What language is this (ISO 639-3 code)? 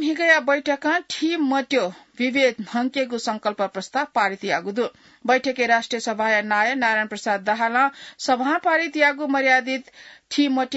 new